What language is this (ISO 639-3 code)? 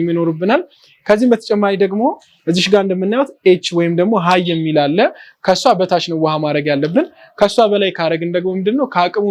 amh